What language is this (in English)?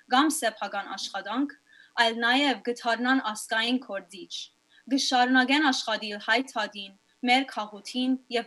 Western Armenian